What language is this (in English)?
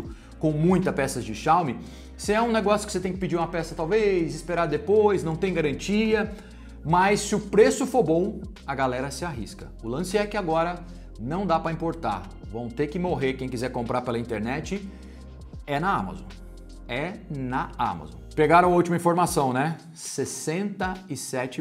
Portuguese